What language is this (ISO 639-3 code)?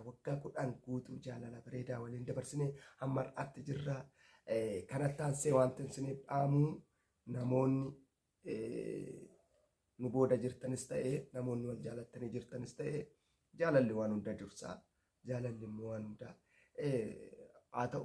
orm